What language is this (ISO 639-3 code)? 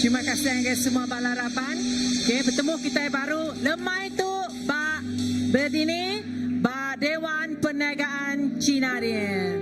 iba